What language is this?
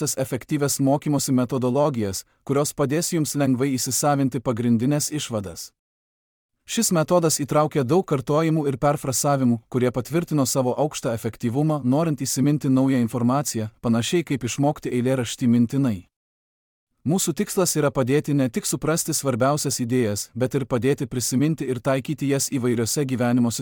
Lithuanian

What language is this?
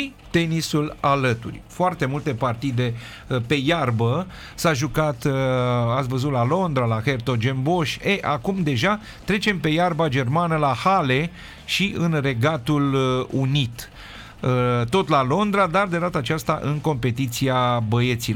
Romanian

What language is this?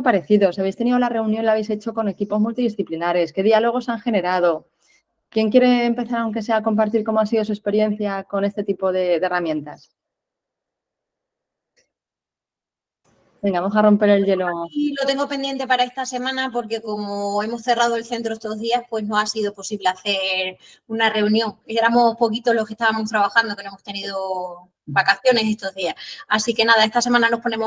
Spanish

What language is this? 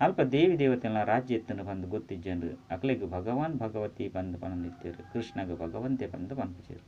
Tulu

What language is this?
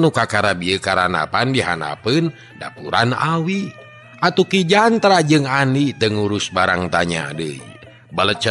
Sundanese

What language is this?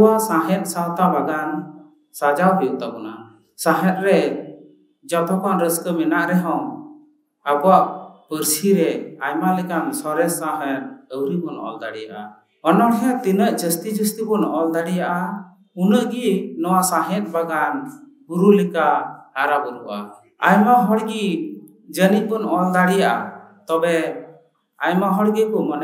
Santali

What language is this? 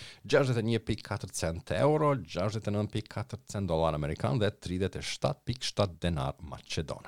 Albanian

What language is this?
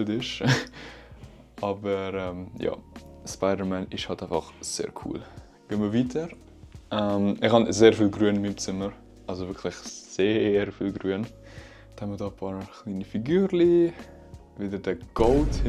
Swiss German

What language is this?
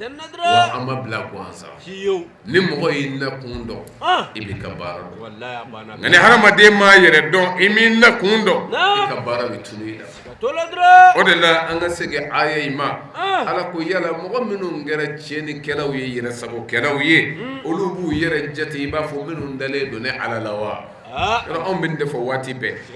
Bambara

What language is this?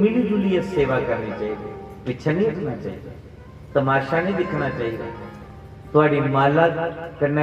Dogri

